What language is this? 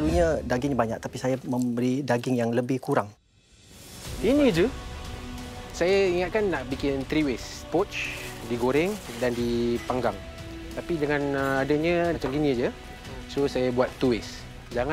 Malay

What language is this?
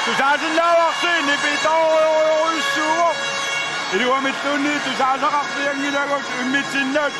Kalaallisut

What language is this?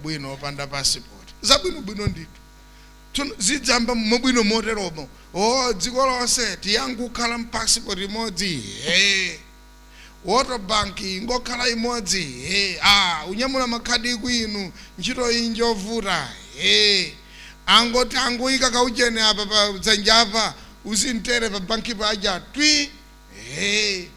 Nyanja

